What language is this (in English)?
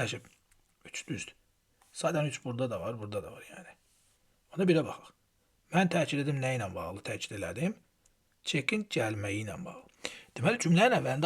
Azerbaijani